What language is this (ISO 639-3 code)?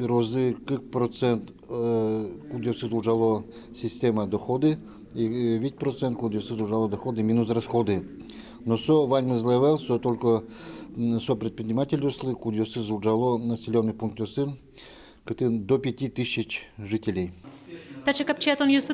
udm